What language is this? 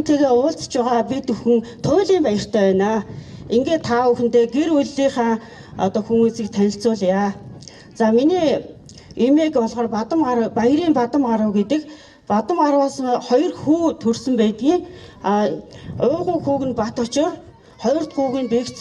Mongolian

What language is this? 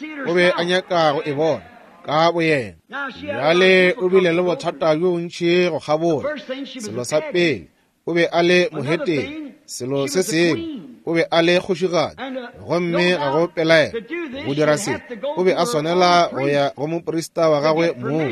Northern Sotho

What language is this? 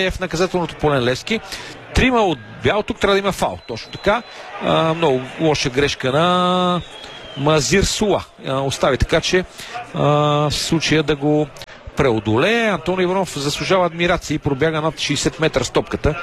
Bulgarian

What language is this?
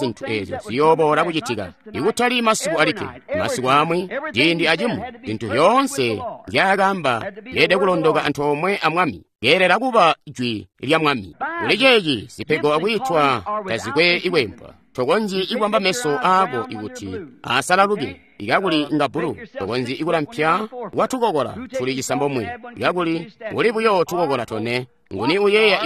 Tonga (Zambia)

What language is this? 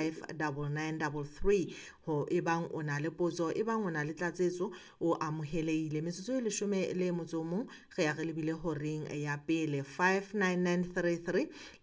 Southern Sotho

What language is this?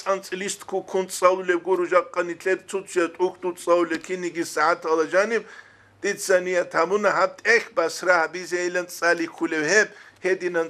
Avaric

